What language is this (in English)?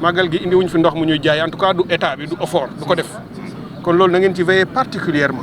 Wolof